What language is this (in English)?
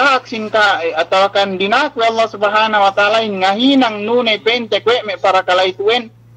Yakan